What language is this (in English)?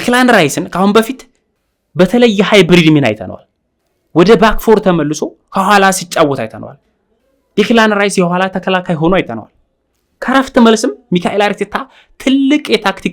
Amharic